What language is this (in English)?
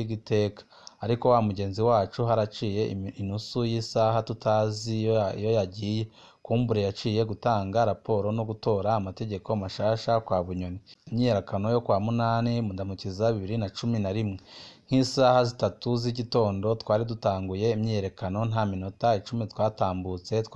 Rundi